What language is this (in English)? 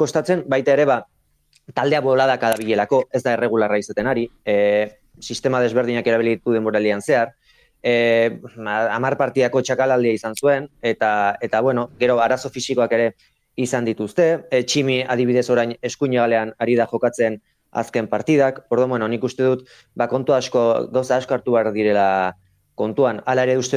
Basque